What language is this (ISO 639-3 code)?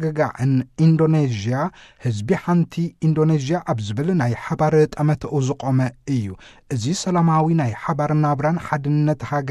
tir